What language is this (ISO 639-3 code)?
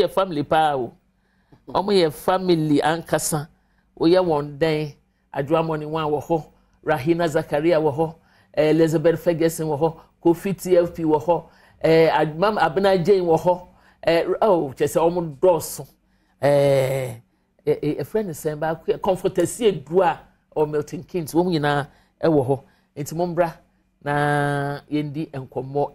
aka